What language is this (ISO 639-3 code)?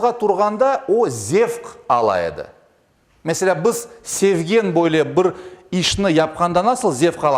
crh